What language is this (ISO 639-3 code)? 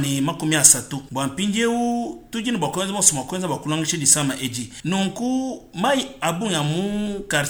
lua